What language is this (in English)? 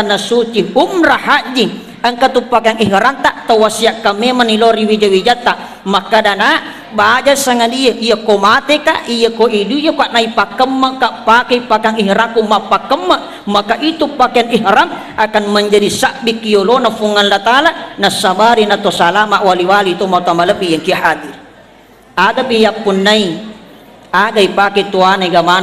Buginese